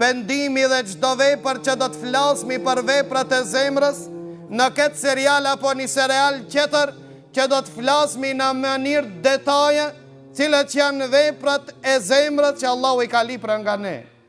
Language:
Albanian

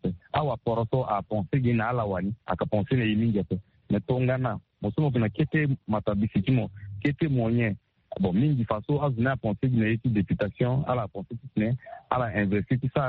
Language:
Sango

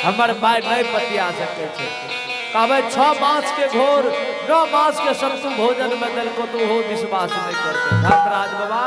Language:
Angika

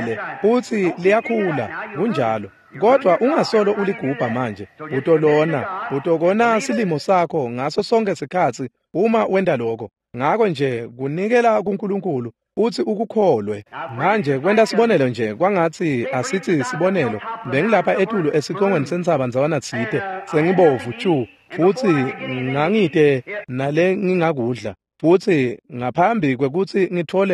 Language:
Swati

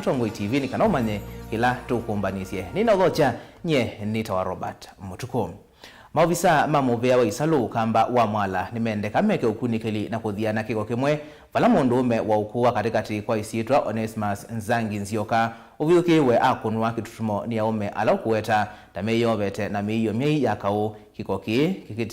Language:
Kamba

